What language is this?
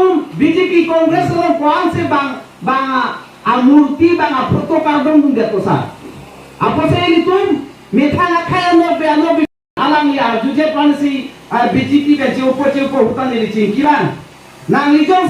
Karbi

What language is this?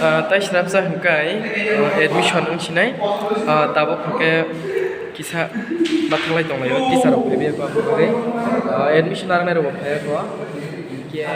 Kok Borok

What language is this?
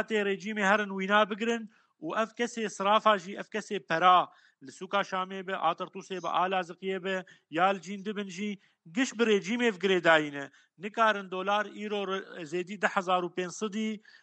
Kurdish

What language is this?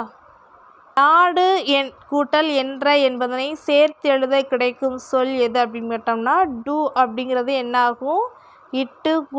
Tamil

